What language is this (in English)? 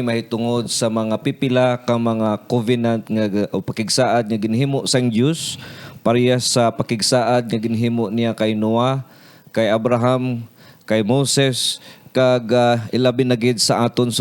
Hiligaynon